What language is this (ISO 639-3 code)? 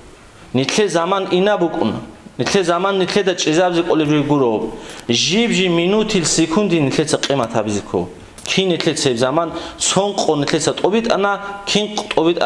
ava